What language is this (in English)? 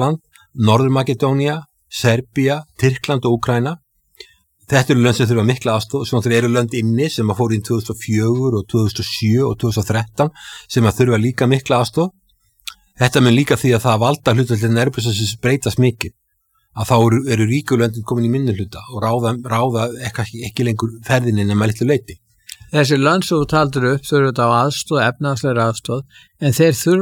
Icelandic